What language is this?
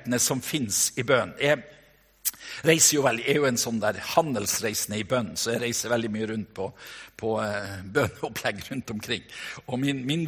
Norwegian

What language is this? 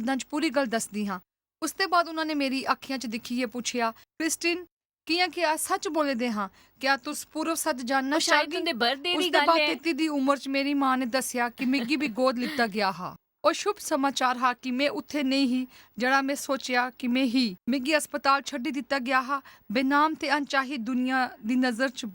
Dogri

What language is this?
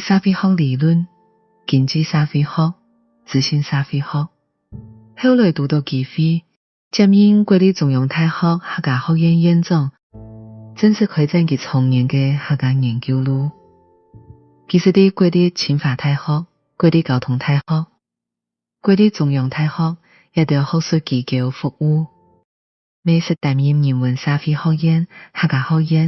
Hakka Chinese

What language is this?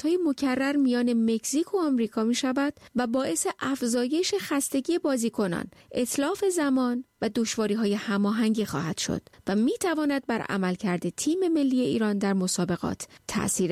Persian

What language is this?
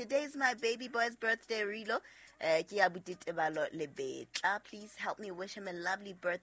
Southern Sotho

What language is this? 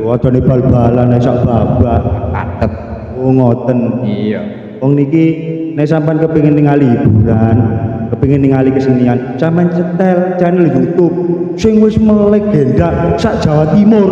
Javanese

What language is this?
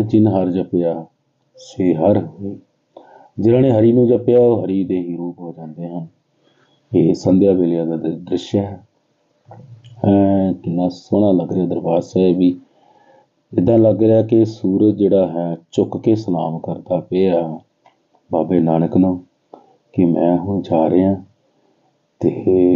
Punjabi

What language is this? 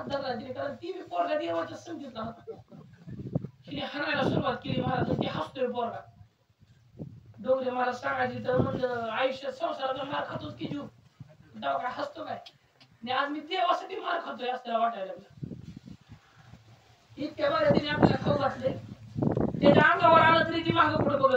Marathi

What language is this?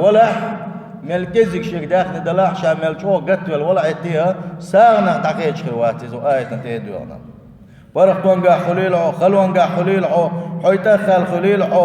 Chechen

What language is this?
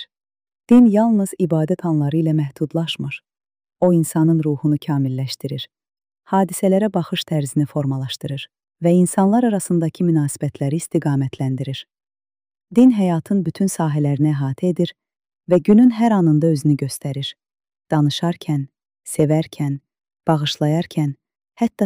Azerbaijani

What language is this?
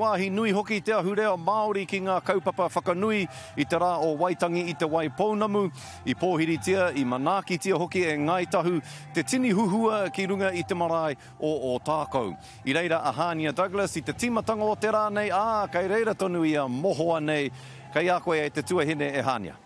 Māori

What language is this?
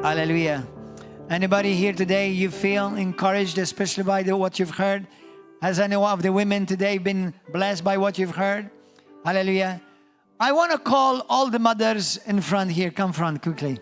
English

